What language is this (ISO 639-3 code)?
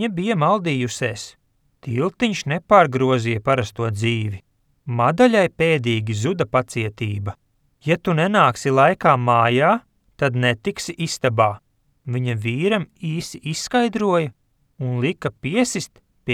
lav